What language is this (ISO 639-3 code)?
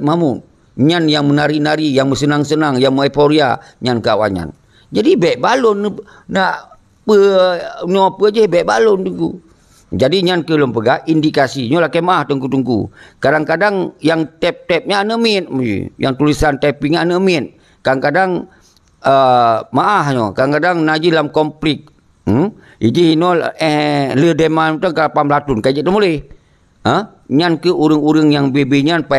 ace